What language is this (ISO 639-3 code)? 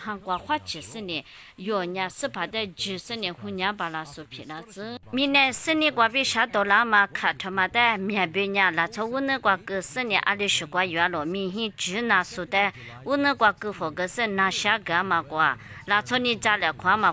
lis